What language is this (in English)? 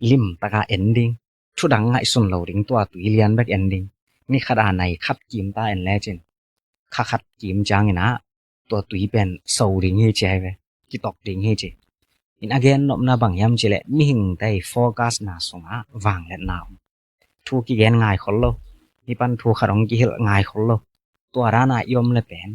Tedim Chin